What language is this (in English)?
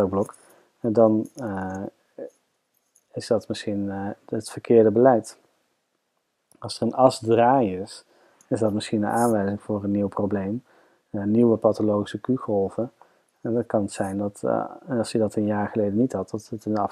Dutch